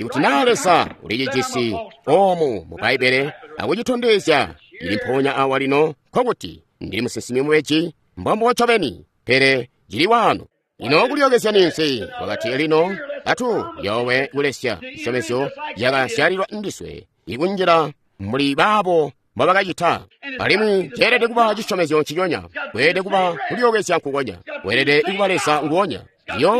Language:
Tonga (Zambia)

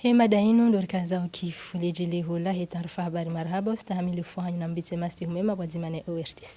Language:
Ngazidja Comorian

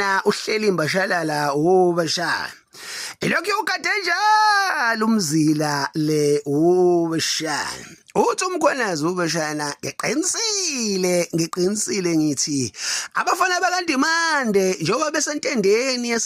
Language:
Zulu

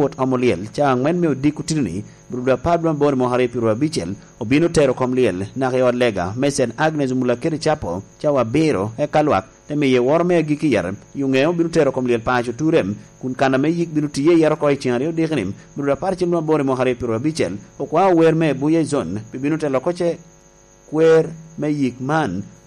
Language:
Lango (Uganda)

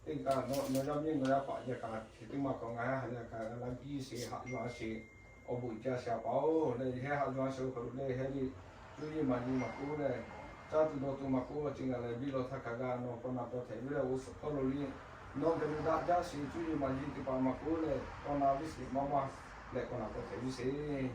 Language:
Lahu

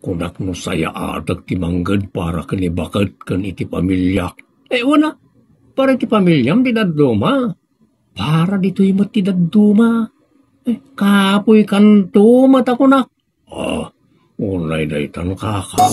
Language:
Iloko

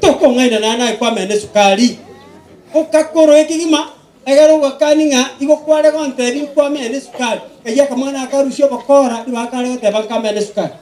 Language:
Gusii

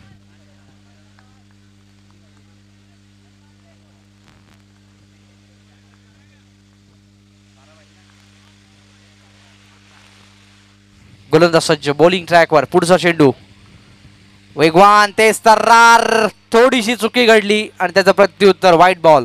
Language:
Marathi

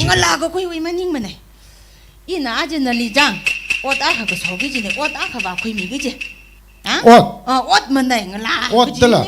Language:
Tangkhul Naga (India)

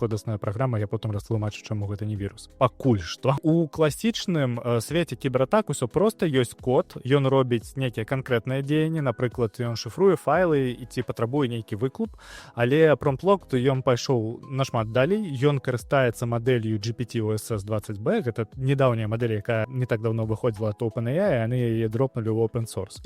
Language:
Belarusian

